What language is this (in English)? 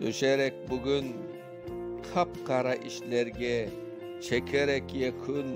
Crimean Tatar